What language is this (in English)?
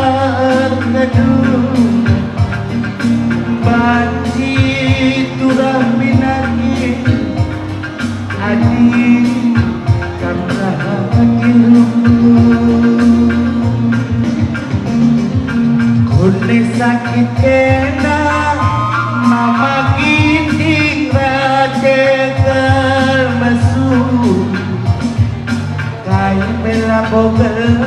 Batak Karo